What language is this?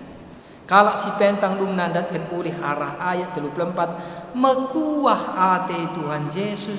Batak Karo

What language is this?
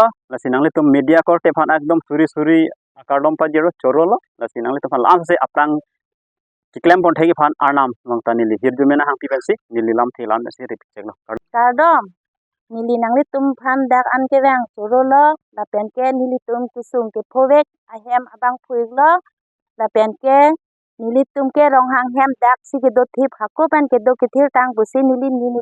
Karbi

